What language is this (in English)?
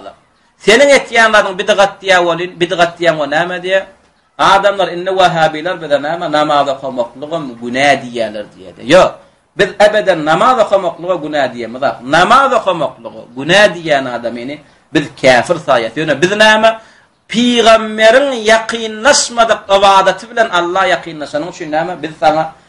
Turkmen